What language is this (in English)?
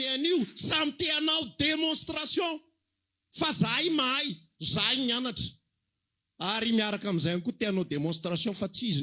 Malagasy